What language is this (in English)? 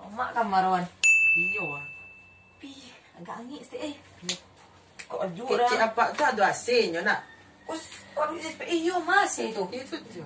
Minangkabau